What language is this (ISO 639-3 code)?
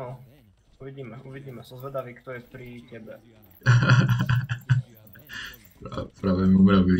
slk